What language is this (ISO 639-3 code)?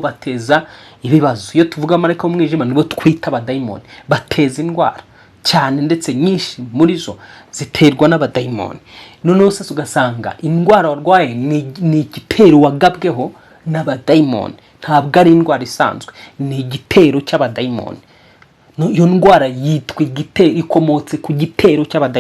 kin